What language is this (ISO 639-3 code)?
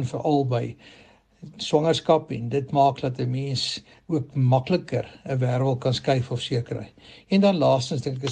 afr